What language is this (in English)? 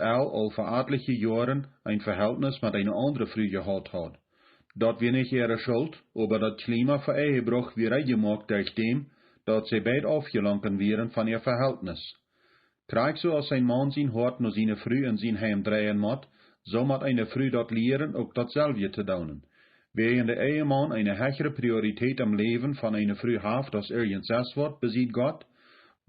Plautdietsch